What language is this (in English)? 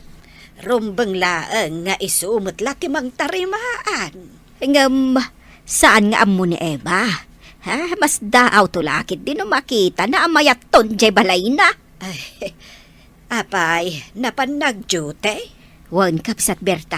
Iloko